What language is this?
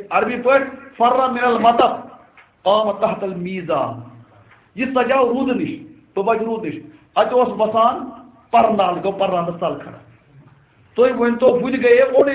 Kashmiri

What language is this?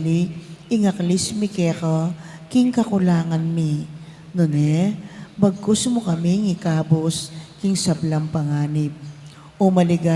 Pampanga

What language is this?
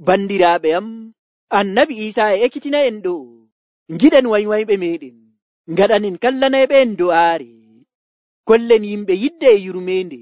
Nigerian Fulfulde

